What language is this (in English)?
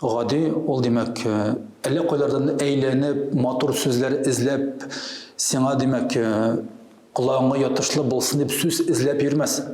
Tatar